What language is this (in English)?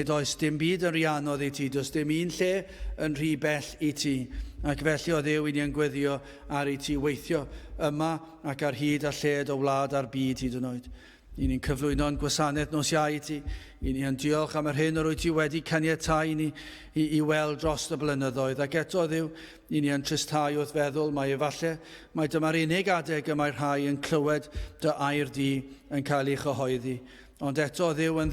Welsh